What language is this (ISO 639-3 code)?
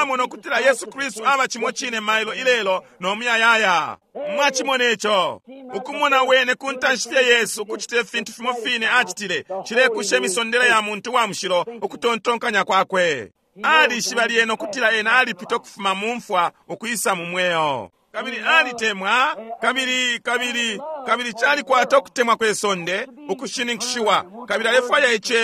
bem